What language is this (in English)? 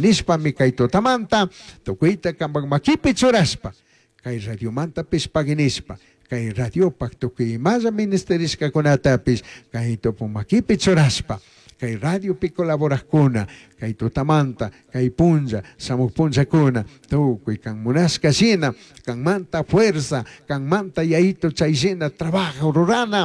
Chimborazo Highland Quichua